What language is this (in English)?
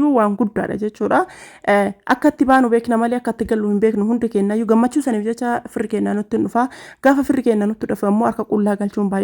Oromo